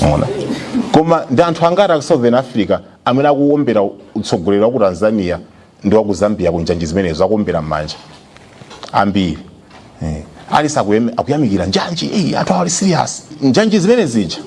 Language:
Nyanja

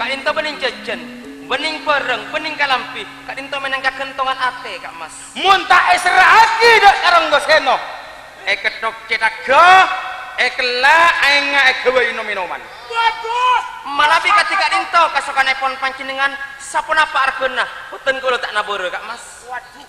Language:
Madurese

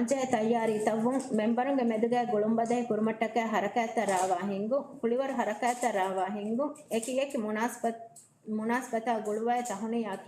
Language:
Divehi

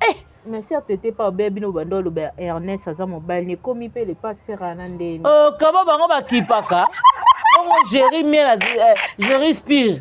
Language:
Lingala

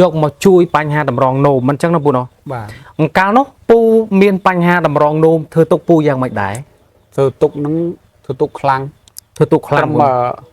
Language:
Khmer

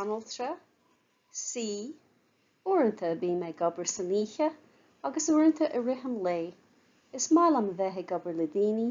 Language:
Irish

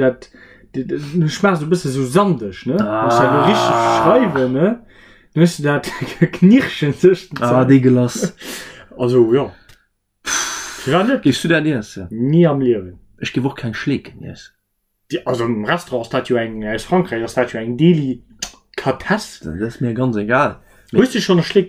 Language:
Luxembourgish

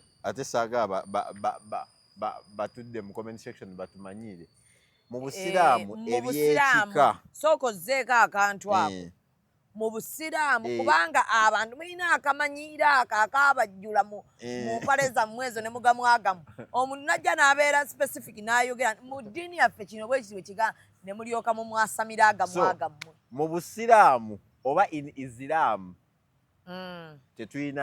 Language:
Ganda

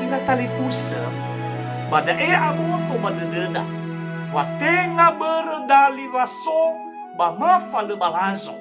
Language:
Nias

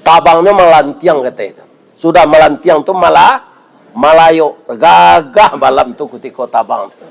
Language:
Minangkabau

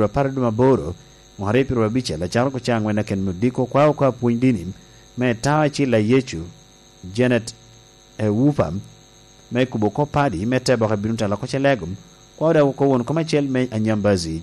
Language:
Lango (Uganda)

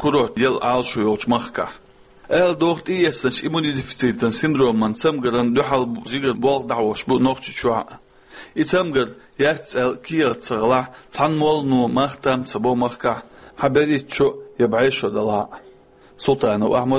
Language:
Chechen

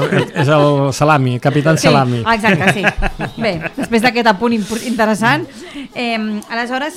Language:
Catalan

